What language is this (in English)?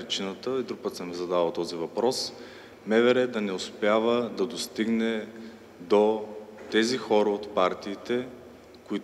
Bulgarian